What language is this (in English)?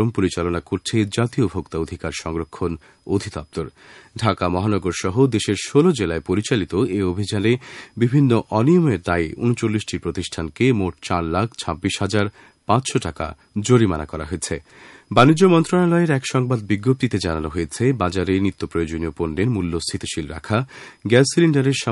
Bangla